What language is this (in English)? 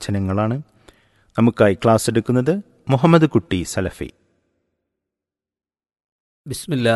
Malayalam